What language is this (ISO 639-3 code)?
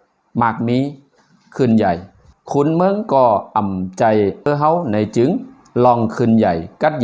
shn